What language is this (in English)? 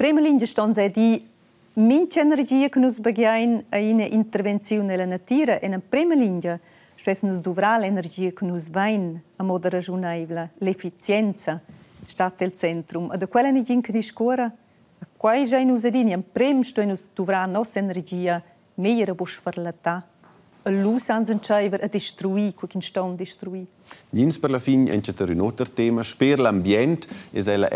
Romansh